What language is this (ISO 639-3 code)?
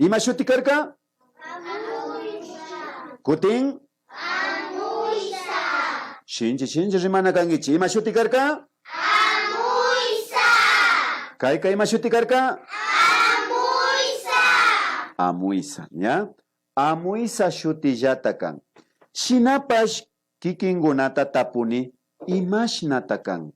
qvi